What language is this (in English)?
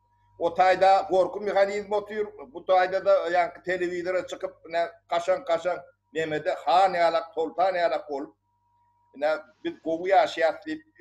Turkmen